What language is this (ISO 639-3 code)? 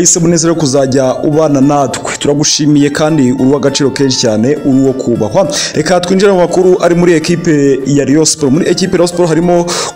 kin